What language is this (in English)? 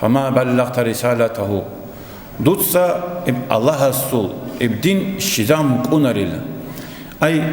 Avaric